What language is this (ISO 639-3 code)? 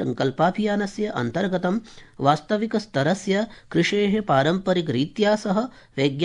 san